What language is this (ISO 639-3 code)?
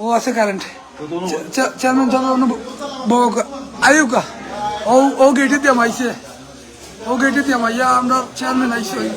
syl